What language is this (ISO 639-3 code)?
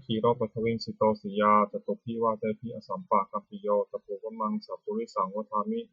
pli